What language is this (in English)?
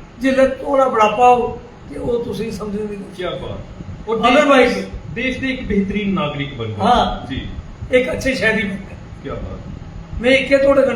Dogri